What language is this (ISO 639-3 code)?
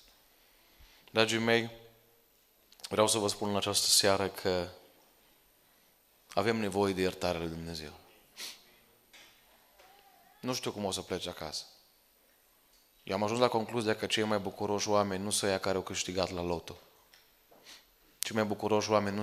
ron